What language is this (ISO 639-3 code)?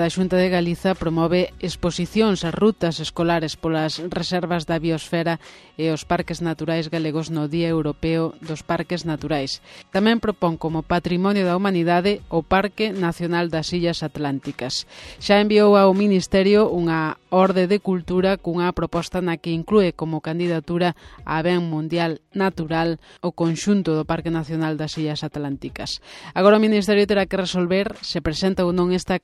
glg